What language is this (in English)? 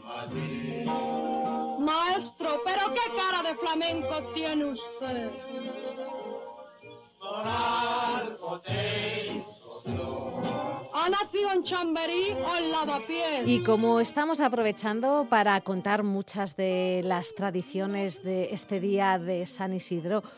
Spanish